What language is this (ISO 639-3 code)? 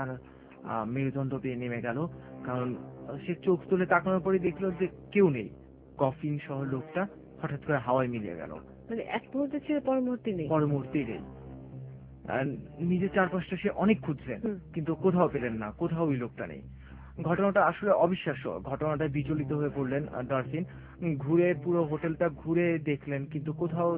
ben